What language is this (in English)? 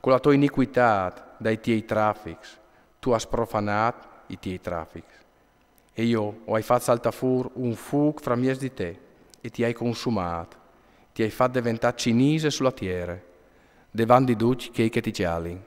Friulian